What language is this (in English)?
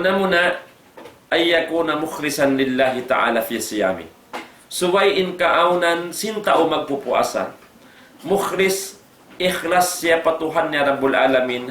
Tausug